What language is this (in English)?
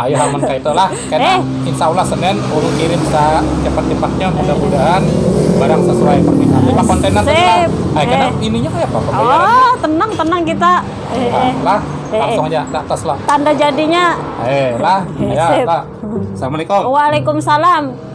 Banjar